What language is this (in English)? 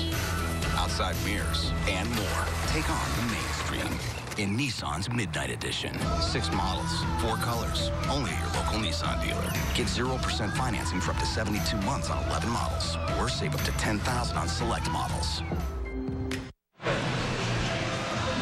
English